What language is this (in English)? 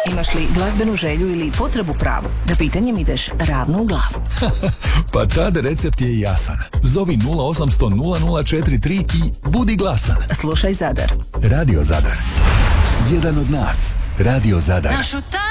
Croatian